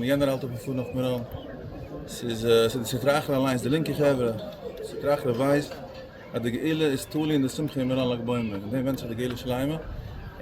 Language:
Yiddish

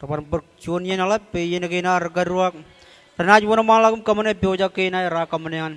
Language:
Marshallese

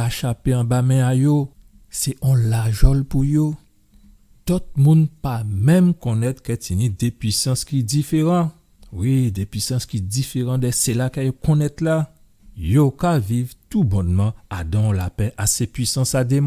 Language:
Guadeloupean Creole French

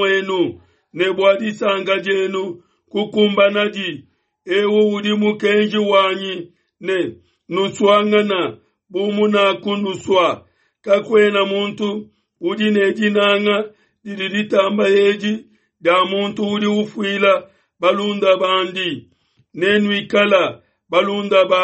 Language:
Luba-Lulua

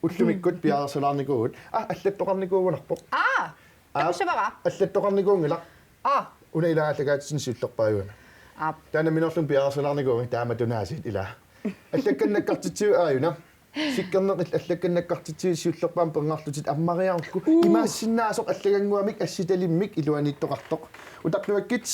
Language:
Kalaallisut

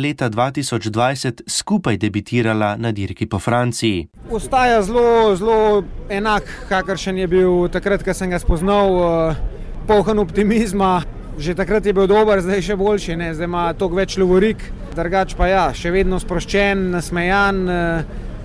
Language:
Slovenian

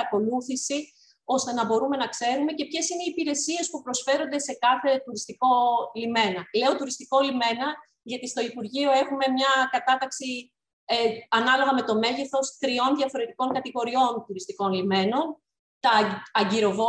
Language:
Greek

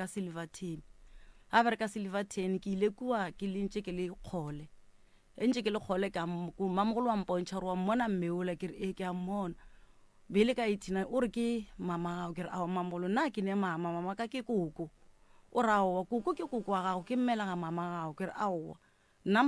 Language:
Northern Sotho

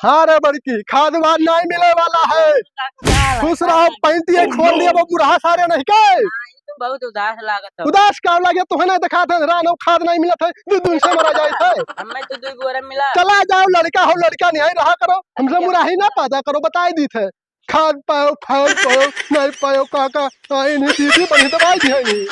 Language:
Awadhi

